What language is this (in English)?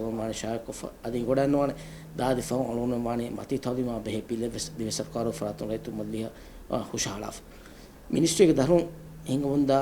Divehi